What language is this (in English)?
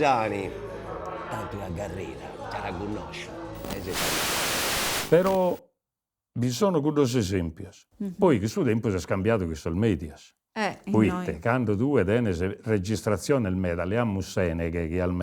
Sardinian